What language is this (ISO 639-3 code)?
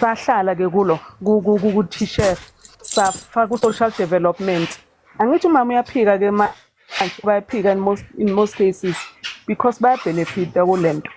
zul